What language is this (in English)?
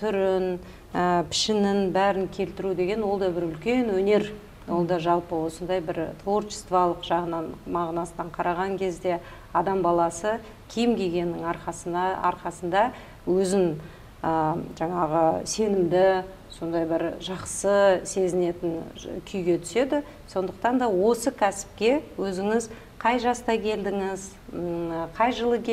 Kazakh